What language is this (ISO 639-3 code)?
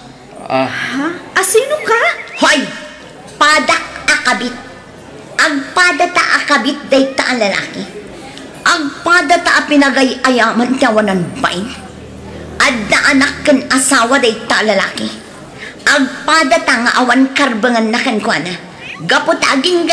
ilo